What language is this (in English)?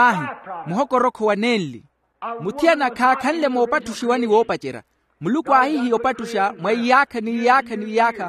Makhuwa